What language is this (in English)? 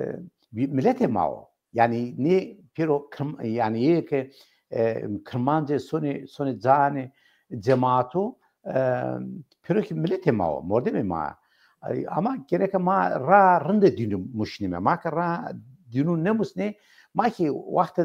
Zaza